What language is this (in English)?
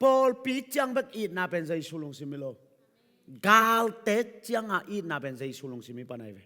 Tedim Chin